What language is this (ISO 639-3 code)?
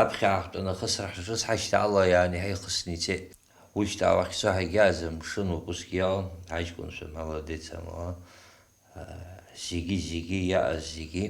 abk